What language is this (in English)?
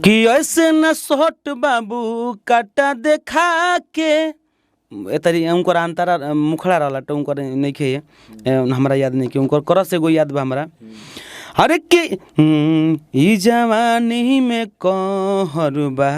Bhojpuri